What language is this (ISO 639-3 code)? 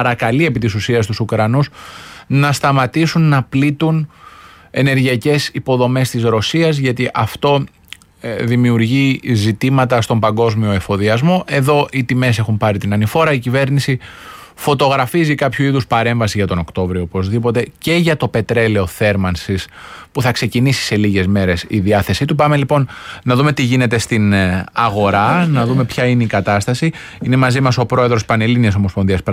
ell